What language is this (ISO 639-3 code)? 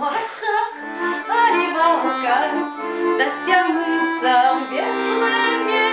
udm